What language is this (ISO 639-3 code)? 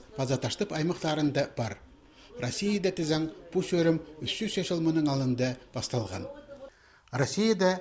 kjh